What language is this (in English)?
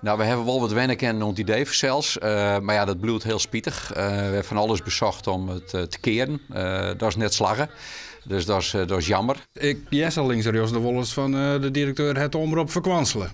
Western Frisian